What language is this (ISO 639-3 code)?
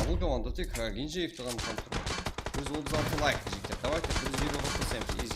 kaa